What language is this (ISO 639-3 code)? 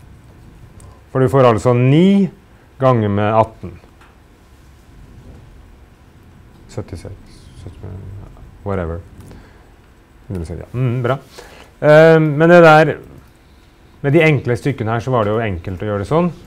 nor